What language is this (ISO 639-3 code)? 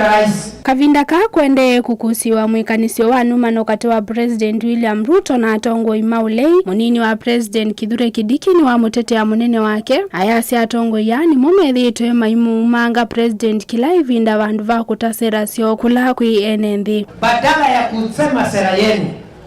kam